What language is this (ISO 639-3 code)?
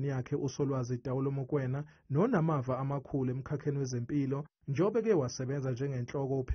zul